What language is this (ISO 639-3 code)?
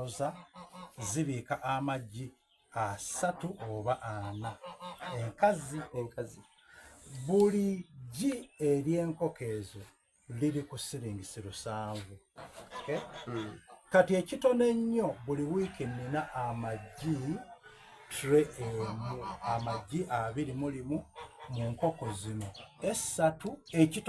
xog